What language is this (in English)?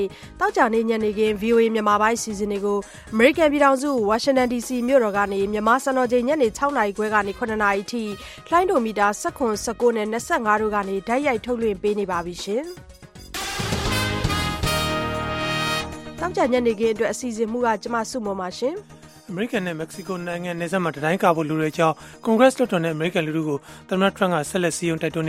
Burmese